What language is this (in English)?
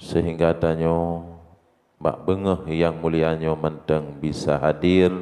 Achinese